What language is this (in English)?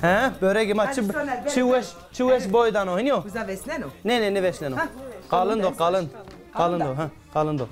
Zaza